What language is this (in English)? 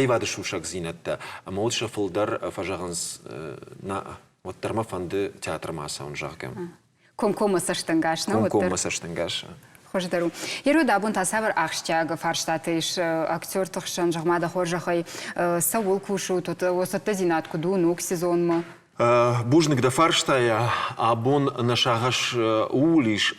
Ossetic